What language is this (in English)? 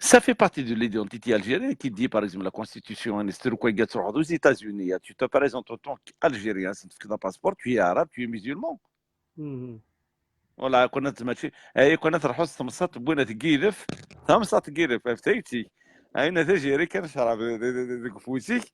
Kabyle